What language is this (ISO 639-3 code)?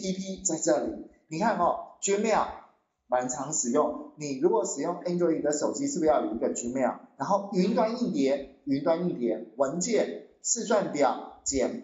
zho